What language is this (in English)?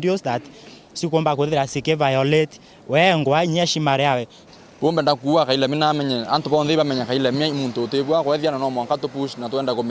Meru